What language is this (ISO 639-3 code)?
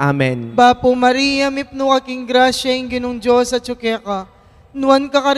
pam